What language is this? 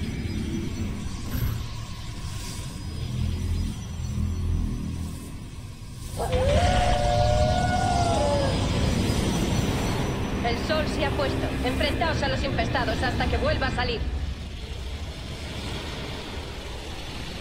Spanish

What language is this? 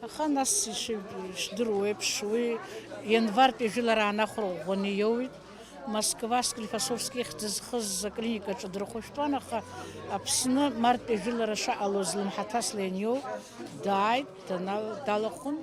Abkhazian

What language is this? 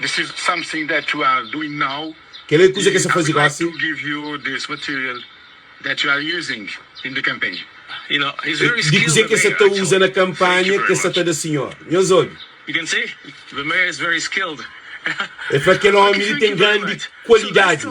Kabuverdianu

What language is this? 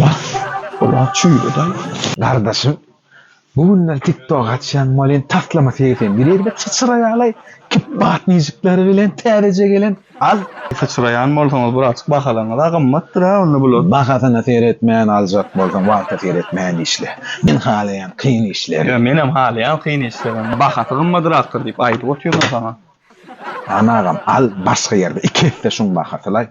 Turkmen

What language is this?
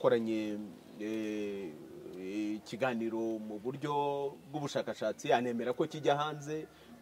Kinyarwanda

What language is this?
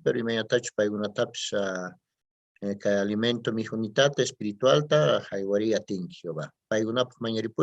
Quechua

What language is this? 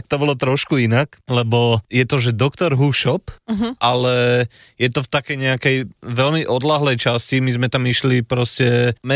Slovak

